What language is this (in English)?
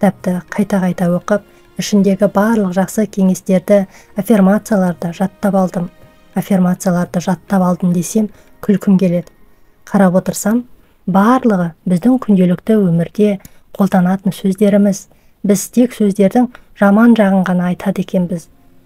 Kazakh